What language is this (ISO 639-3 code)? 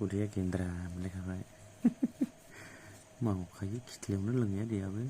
brx